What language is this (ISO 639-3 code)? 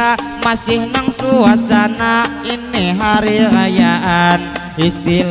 bjn